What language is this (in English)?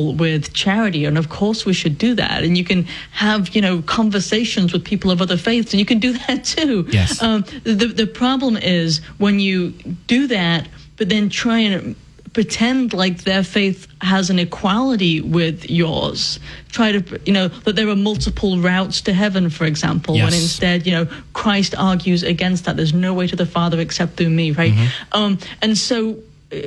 English